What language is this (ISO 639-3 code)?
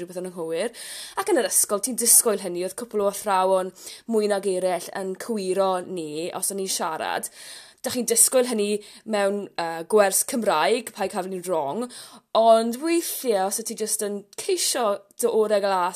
cym